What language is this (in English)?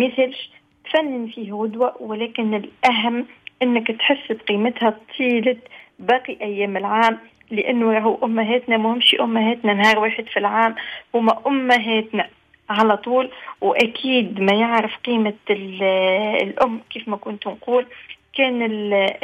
Tunisian Arabic